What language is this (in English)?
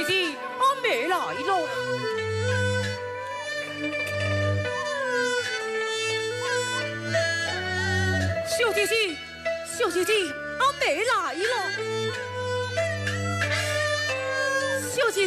Min Nan Chinese